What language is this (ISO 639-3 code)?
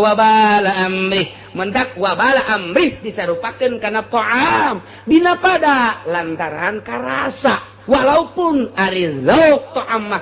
sun